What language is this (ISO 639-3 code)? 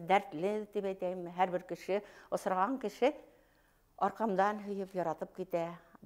bak